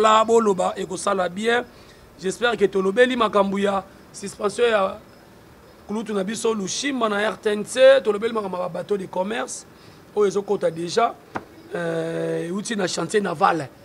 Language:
Lingala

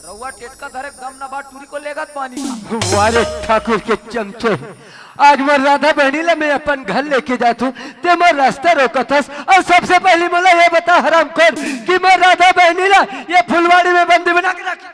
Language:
Chhattisgarhi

